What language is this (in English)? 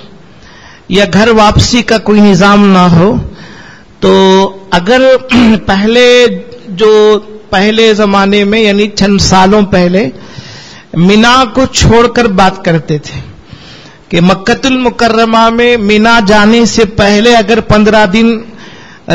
Urdu